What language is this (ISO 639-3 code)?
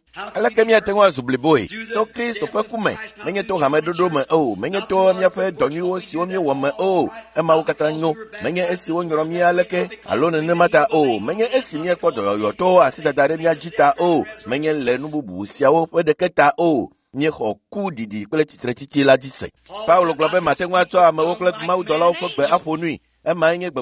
ewe